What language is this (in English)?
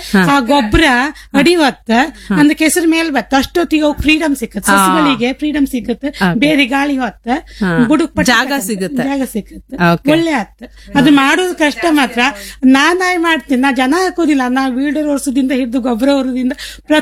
Kannada